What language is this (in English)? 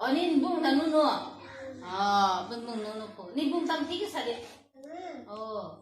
Kok Borok